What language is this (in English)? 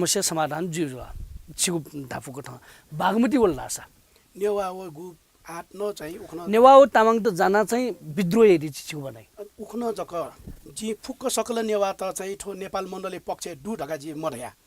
Newari